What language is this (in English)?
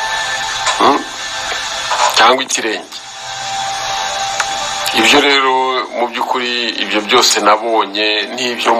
Kinyarwanda